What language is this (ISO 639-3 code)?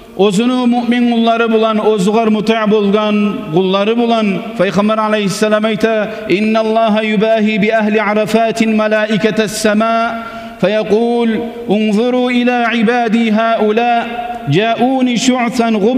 kum